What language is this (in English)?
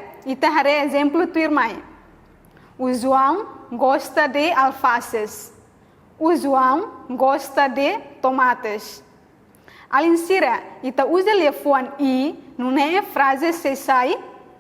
Tetum